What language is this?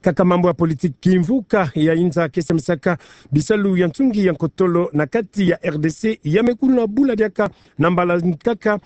Kituba (Democratic Republic of Congo)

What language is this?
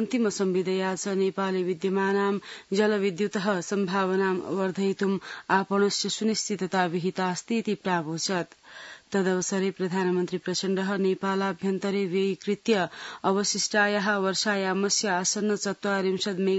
Sanskrit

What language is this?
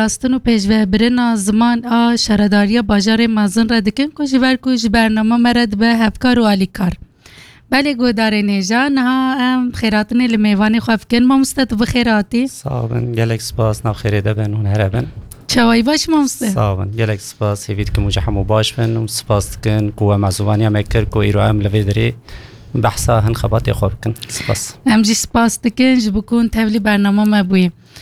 Kurdish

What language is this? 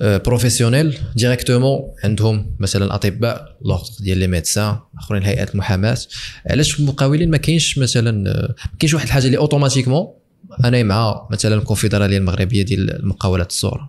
Moroccan Arabic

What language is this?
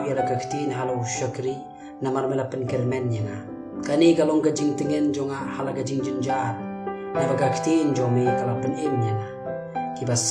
Khasi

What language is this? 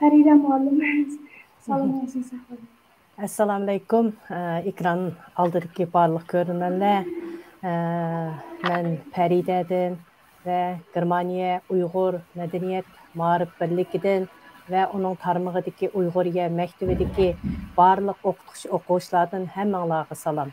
Uyghur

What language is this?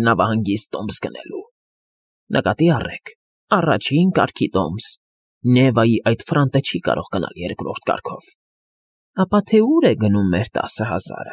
Armenian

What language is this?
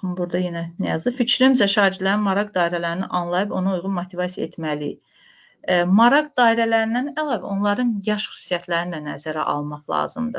Azerbaijani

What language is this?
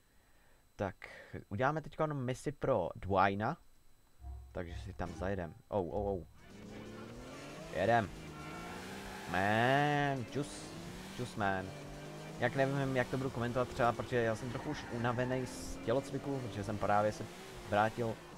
Czech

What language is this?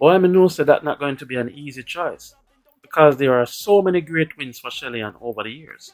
Jamaican Creole English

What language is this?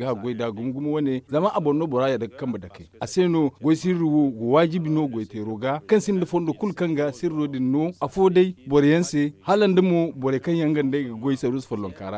Zarma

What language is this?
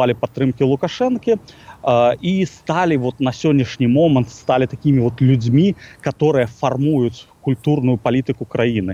Belarusian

